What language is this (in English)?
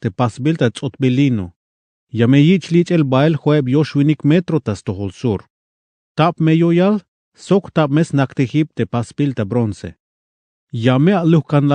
Tzeltal